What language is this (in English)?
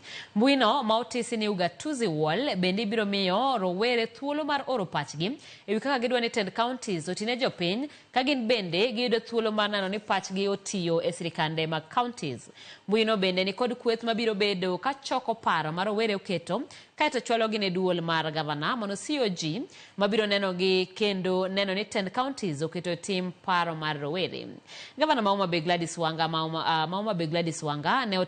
Luo (Kenya and Tanzania)